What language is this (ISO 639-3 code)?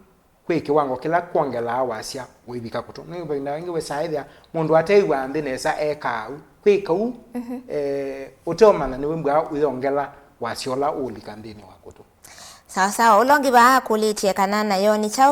kam